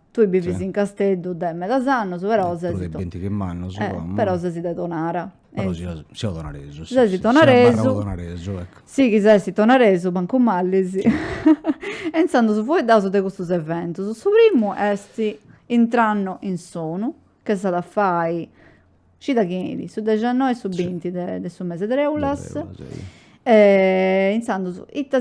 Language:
Sardinian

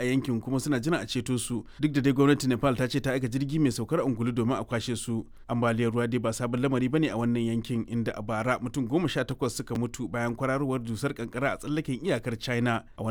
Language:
Hausa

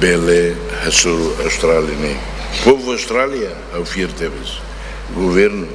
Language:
Tetum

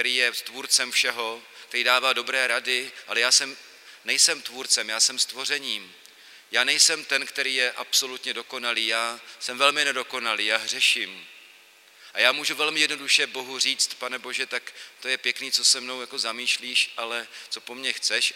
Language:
Czech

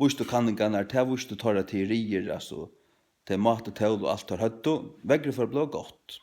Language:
Faroese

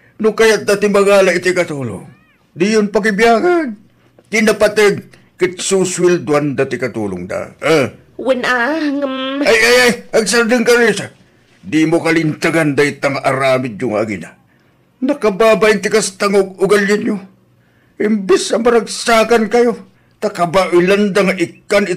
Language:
Iloko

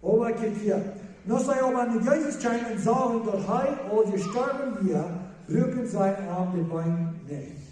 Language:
Plautdietsch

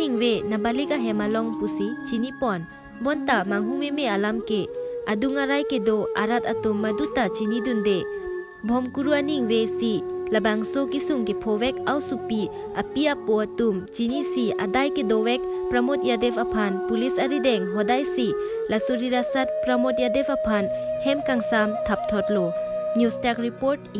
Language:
Karbi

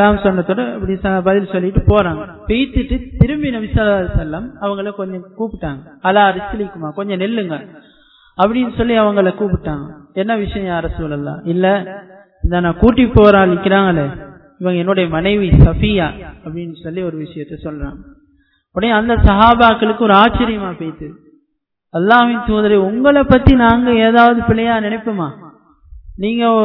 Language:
Tamil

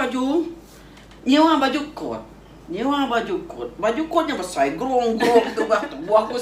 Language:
Iban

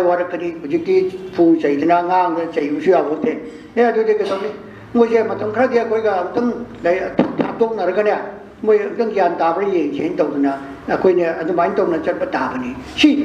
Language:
Manipuri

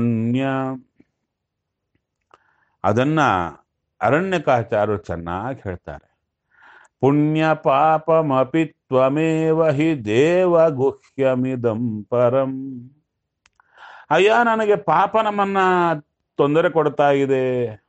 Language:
Kannada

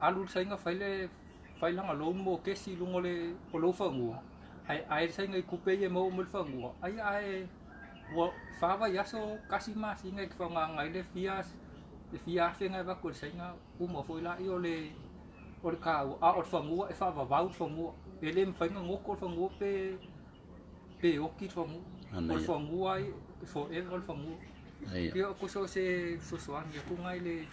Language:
Samoan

